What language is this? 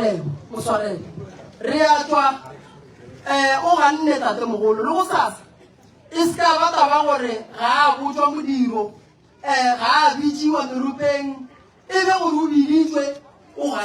Northern Sotho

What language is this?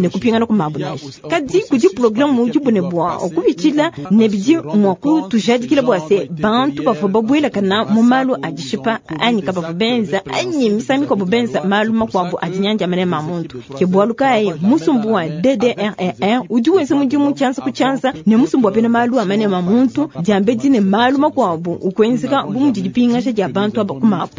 Luba-Lulua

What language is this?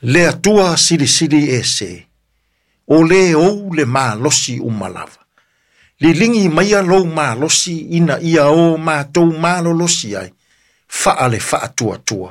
Samoan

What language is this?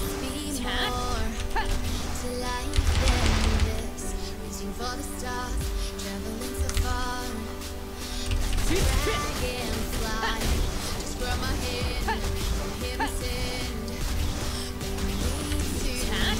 Korean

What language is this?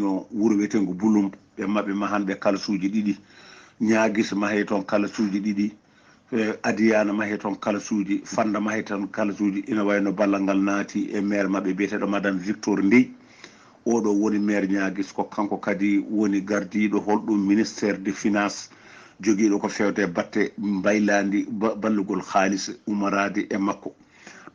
Fula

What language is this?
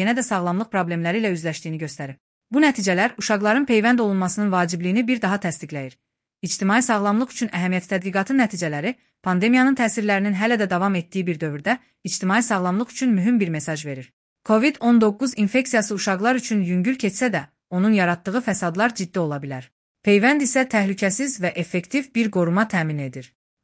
Azerbaijani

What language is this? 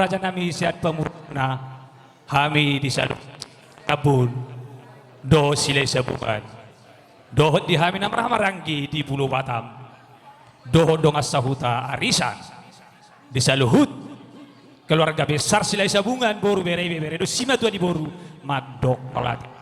Batak Toba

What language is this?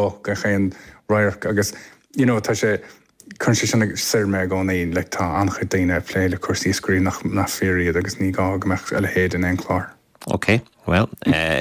Irish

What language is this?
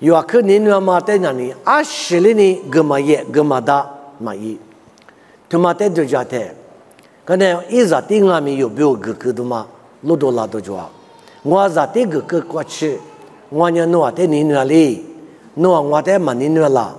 Lisu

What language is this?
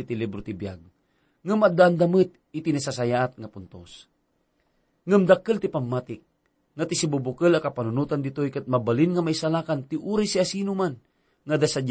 Iloko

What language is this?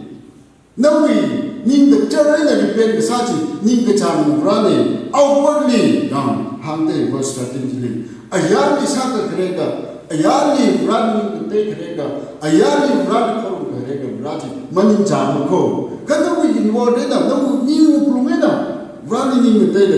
Tangkhul Naga (India)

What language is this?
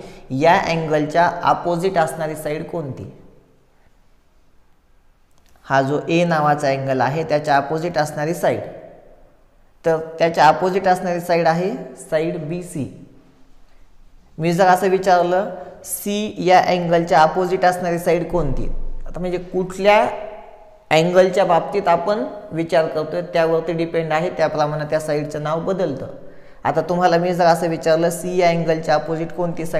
Marathi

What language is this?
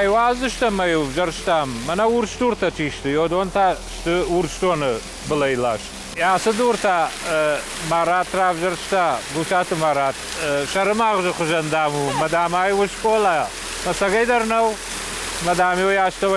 Ossetic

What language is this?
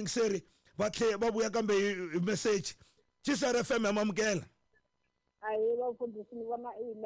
Tsonga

